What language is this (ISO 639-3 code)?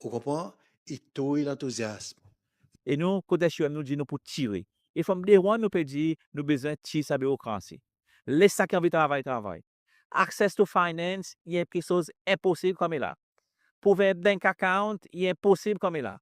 crs